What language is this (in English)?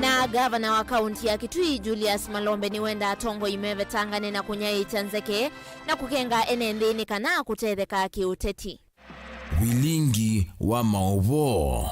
Kamba